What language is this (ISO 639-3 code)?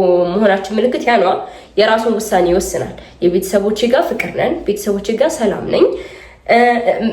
amh